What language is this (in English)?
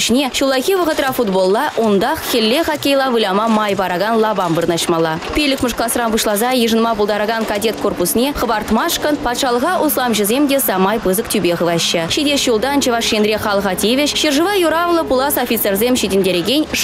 Chuvash